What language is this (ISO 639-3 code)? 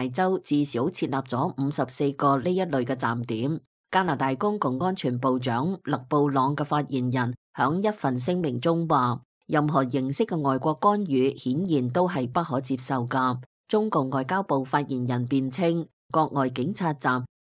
yue